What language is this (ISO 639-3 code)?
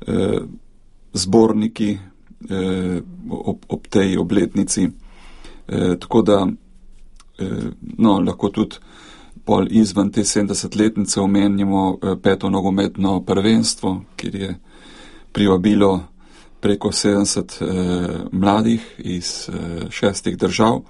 slv